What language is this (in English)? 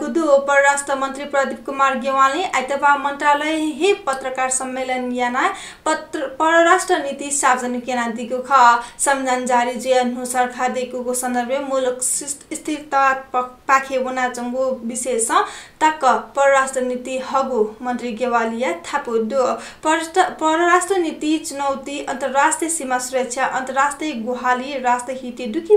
Newari